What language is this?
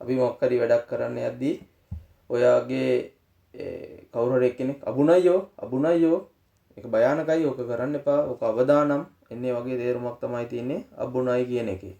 Sinhala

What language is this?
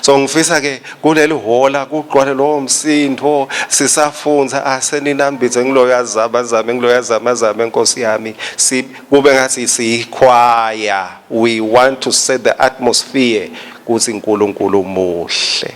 Swati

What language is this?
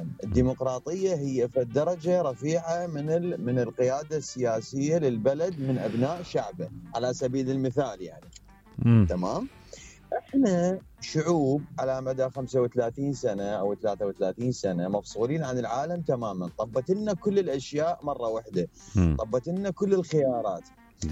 Mesopotamian Arabic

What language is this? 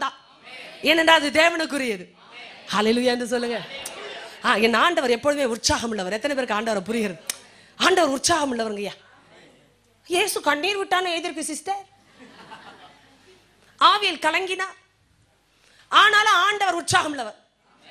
Tamil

